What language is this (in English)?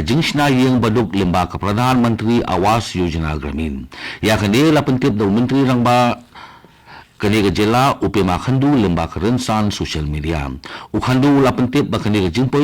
Khasi